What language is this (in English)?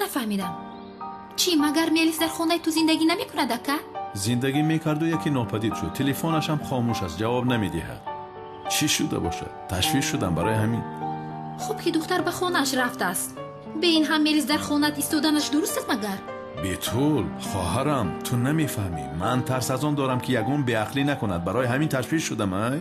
Tajik